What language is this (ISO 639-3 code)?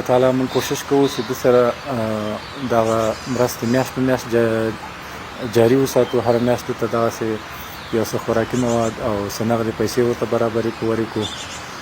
pus